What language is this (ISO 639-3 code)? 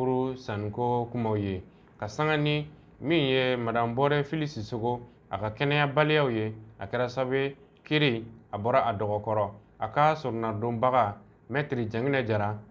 bam